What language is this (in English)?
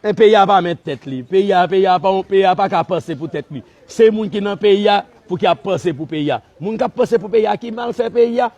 Haitian Creole